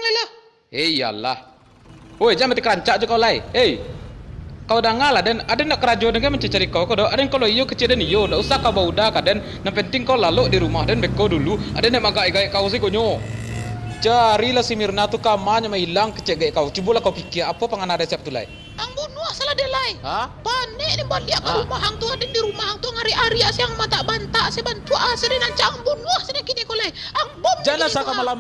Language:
Minangkabau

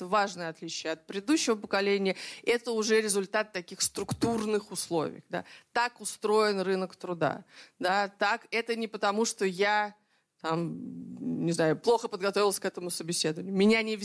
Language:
Russian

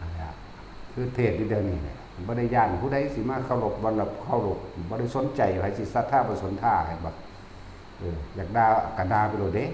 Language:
Northeastern Thai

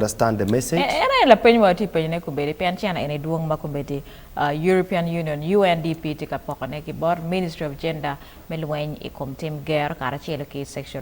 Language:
Acoli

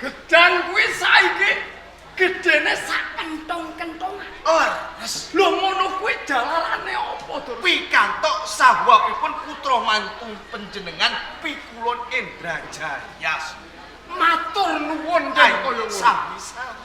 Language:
Javanese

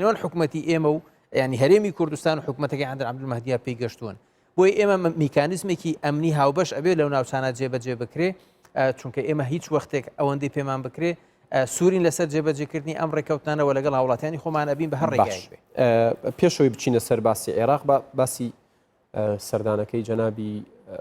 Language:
Central Kurdish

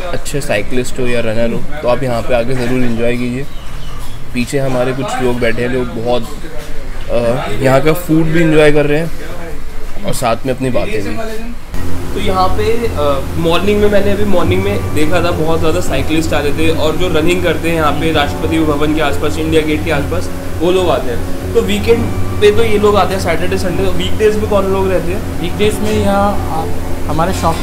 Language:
Hindi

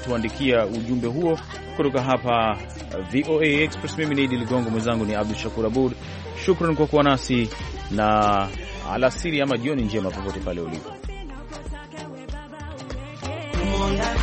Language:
Swahili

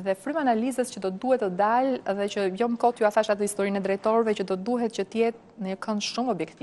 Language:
Albanian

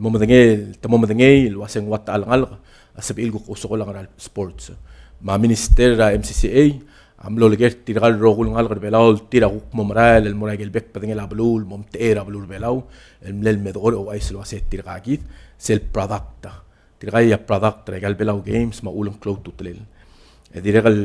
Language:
Palauan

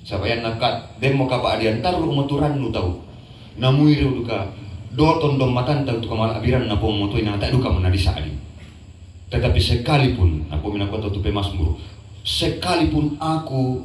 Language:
Toraja-Sa'dan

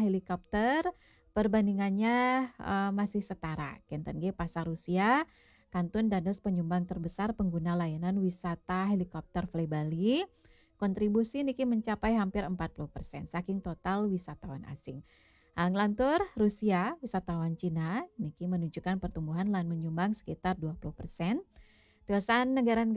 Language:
Balinese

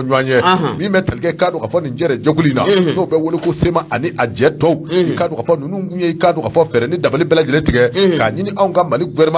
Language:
Bambara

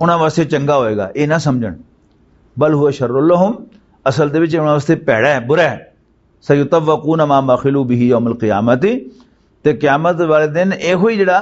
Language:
Western Panjabi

